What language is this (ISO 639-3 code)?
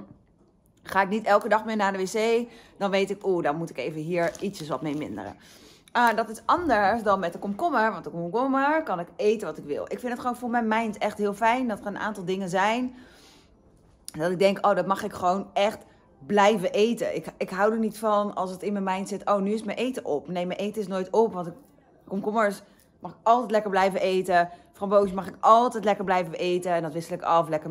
nld